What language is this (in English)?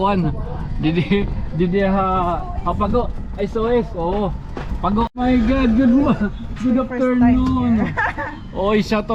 Waray